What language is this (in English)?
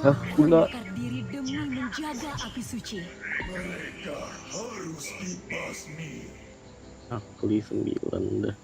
Banjar